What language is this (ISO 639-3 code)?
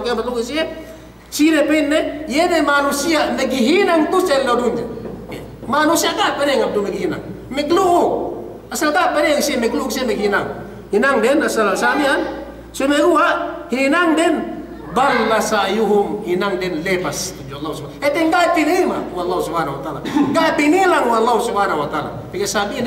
yka